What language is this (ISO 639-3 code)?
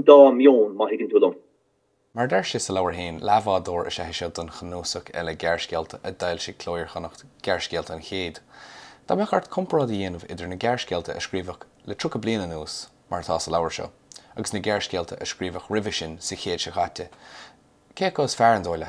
gle